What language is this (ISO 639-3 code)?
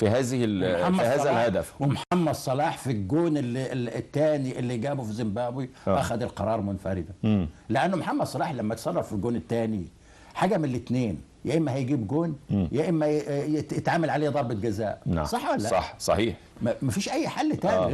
arz